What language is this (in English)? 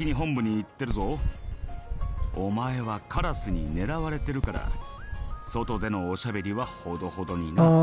Japanese